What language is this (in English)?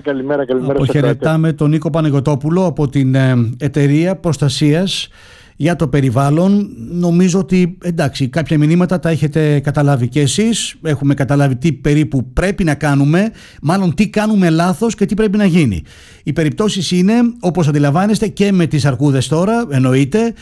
Greek